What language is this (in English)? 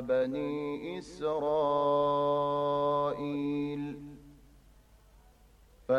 Arabic